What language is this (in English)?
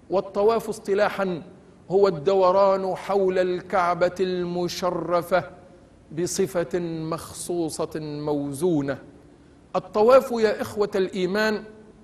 Arabic